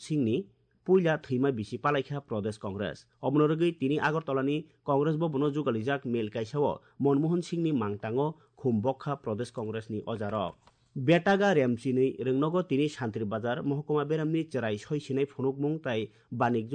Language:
Kok Borok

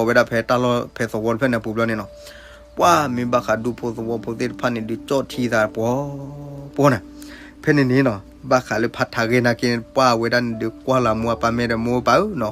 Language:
S'gaw Karen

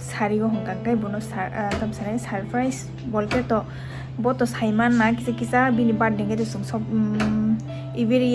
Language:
Kok Borok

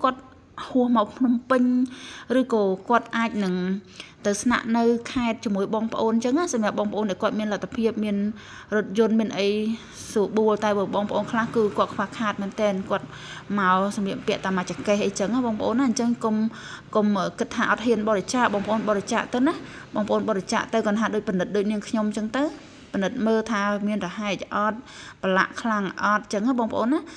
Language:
Khmer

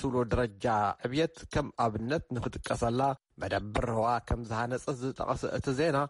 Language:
Tigrinya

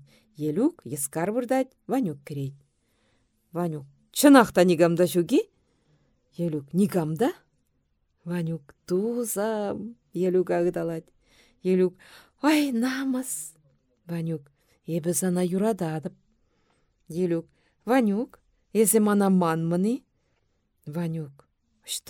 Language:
Chuvash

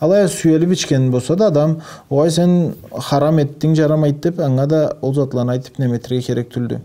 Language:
Karachay-Balkar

